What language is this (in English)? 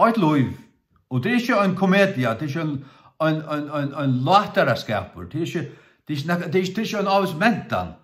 Faroese